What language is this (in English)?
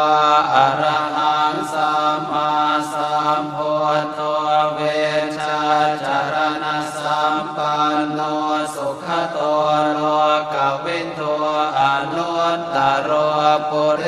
Pali